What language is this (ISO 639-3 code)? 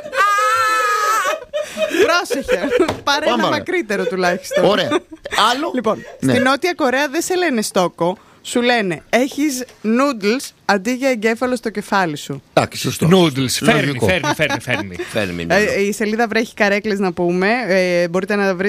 ell